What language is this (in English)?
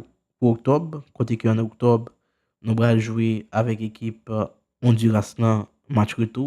Haitian Creole